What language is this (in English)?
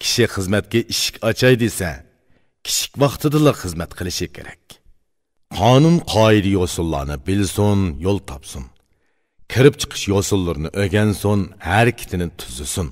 Uyghur